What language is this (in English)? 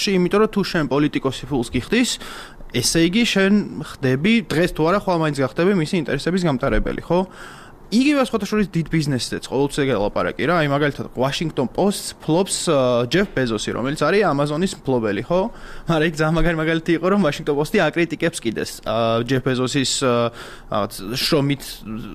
Georgian